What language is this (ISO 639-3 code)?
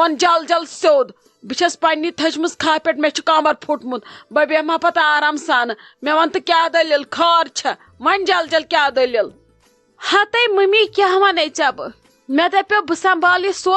kas